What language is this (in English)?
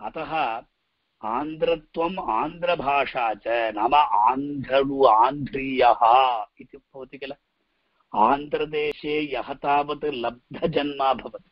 Sanskrit